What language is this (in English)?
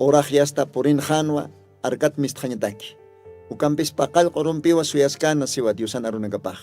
Aymara